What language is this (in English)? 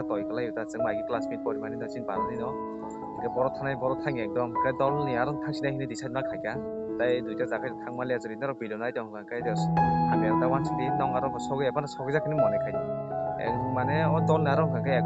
Kok Borok